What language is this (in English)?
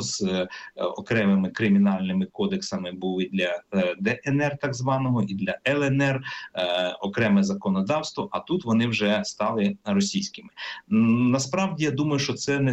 Ukrainian